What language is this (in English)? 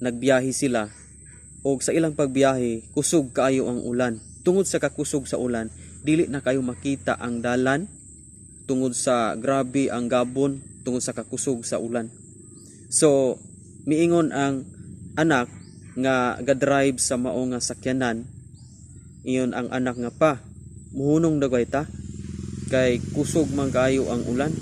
Cebuano